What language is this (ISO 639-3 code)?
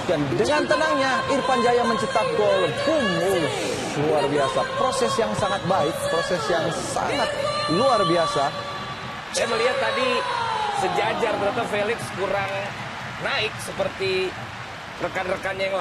ind